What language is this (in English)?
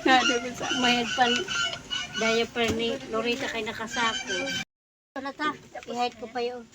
Bikol